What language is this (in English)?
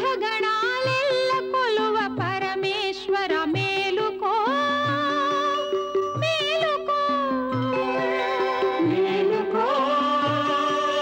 Telugu